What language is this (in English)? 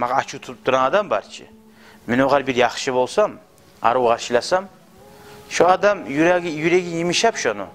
Kumyk